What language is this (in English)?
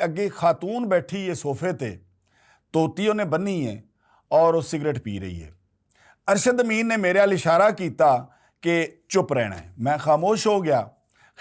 Western Panjabi